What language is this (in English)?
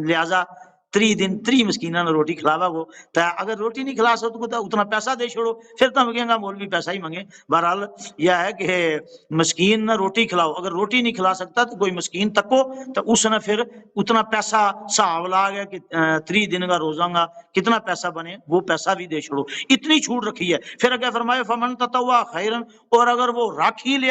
Gujari